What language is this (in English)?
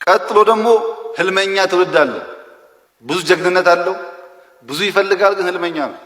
Amharic